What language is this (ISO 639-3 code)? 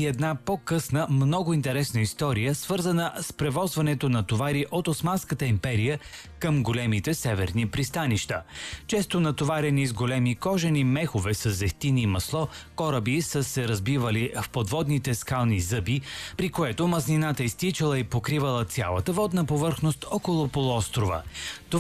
bul